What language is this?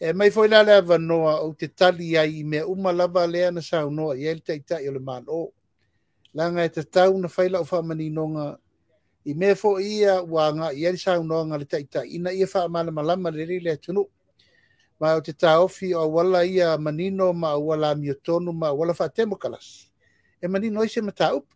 Samoan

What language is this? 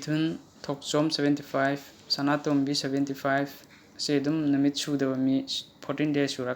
Manipuri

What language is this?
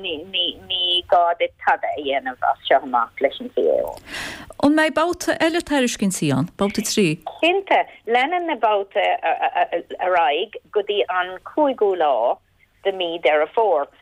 Irish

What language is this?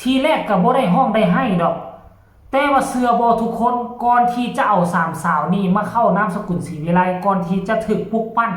Northeastern Thai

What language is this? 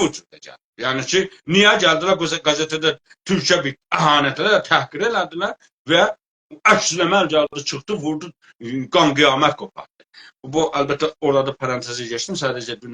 South Azerbaijani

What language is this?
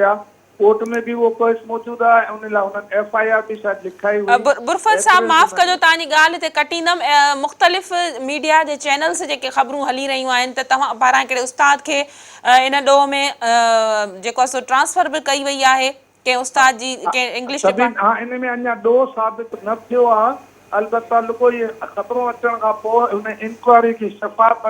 Sindhi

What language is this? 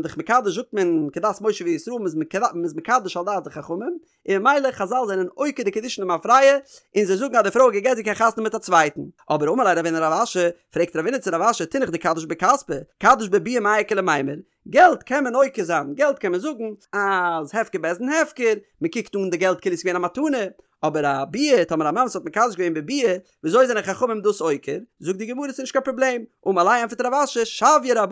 Yiddish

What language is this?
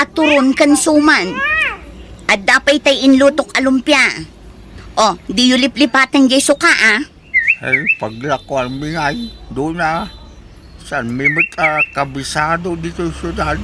Iloko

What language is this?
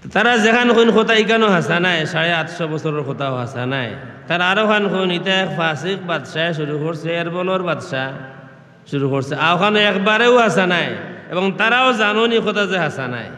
Sylheti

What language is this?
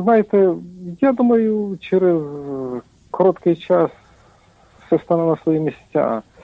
Ukrainian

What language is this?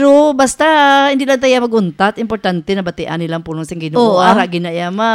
Hiligaynon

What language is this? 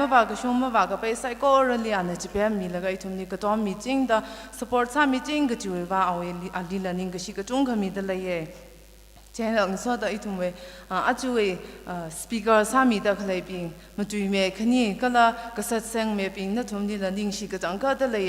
Tangkhul Naga (India)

